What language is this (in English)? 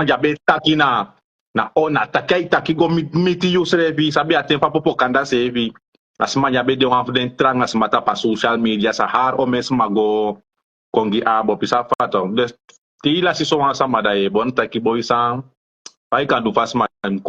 Sranan Tongo